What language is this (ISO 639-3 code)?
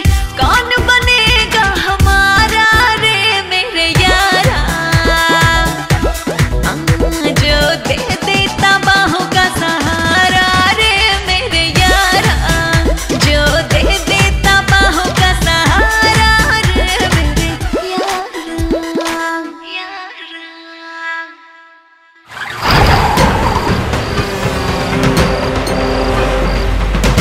bho